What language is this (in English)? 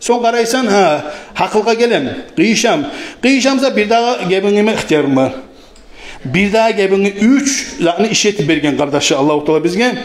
Kumyk